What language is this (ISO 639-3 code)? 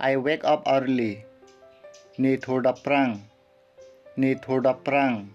mjw